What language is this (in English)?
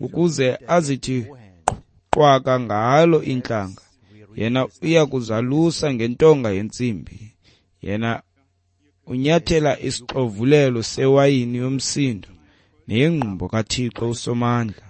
Xhosa